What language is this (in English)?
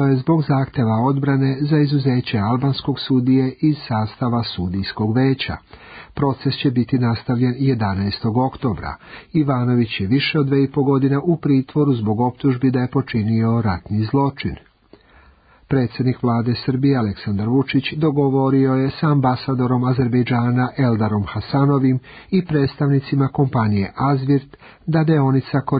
Serbian